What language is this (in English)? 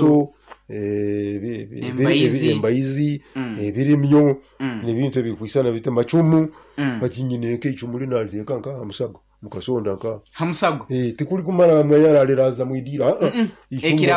Nyoro